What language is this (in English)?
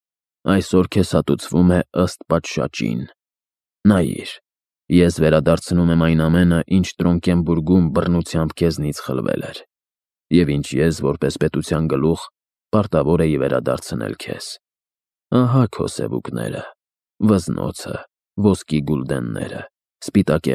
Armenian